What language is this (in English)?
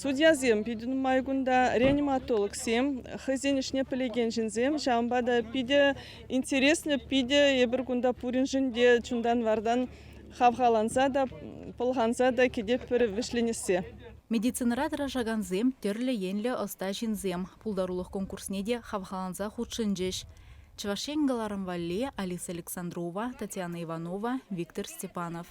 Chuvash